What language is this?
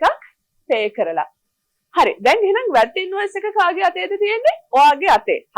Sinhala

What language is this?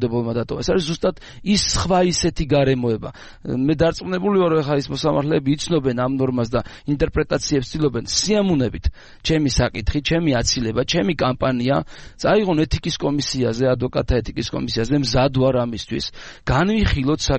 Georgian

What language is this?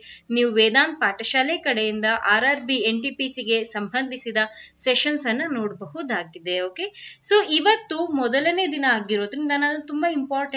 Kannada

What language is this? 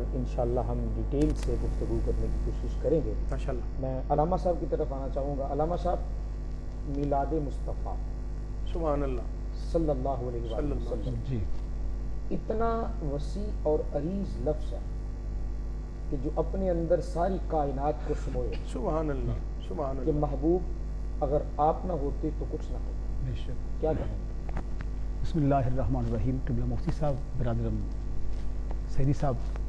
Urdu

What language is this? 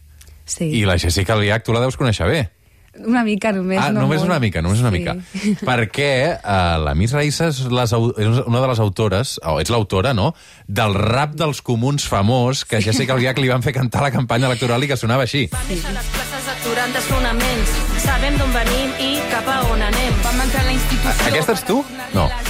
Catalan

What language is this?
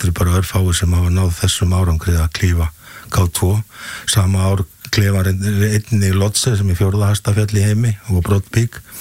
Icelandic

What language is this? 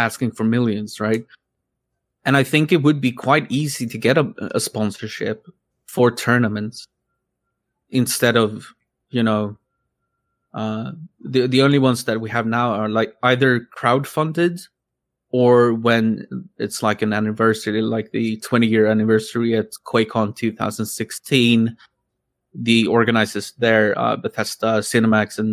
English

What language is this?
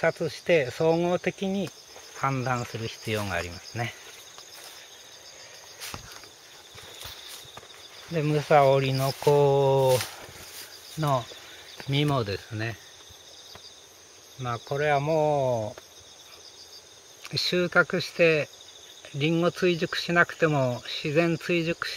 Japanese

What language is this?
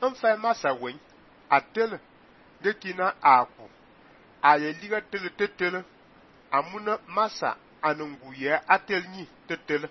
Fang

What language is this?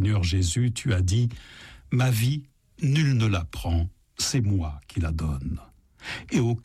French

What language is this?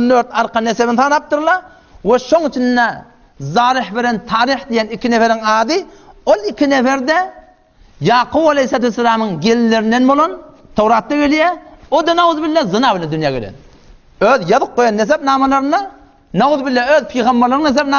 Turkmen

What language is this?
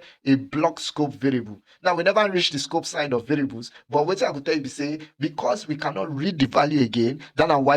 Nigerian Pidgin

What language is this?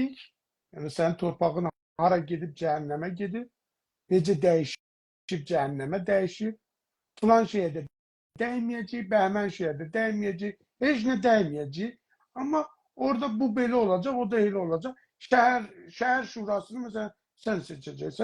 South Azerbaijani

